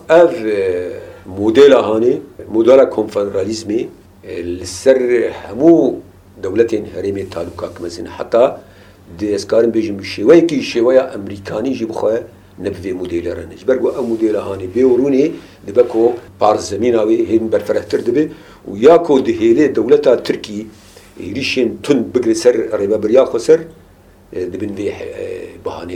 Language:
Kurdish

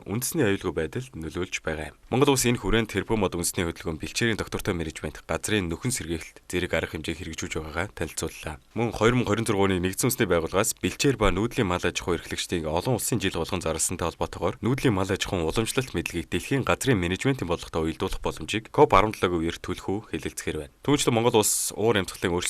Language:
Mongolian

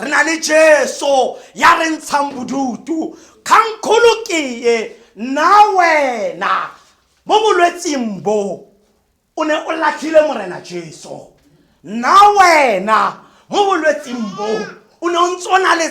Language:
Tswana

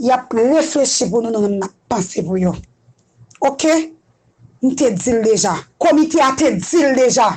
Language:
Haitian Creole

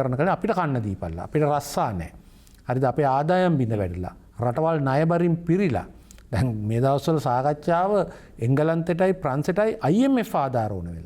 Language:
Sinhala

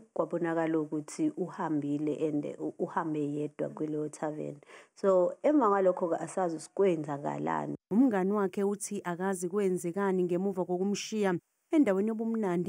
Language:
Zulu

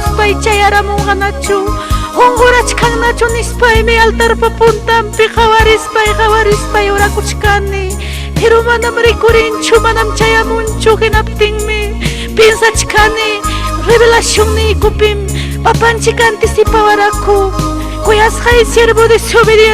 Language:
Ayacucho Quechua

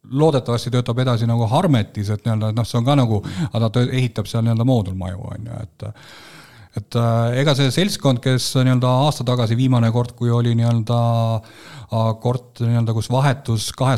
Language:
Estonian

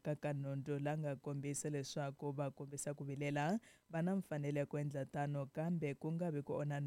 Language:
Tsonga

